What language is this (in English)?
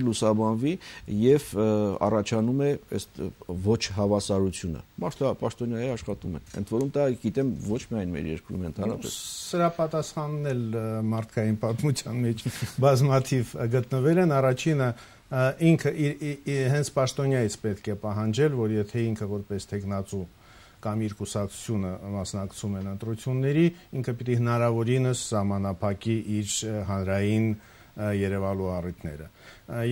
Armenian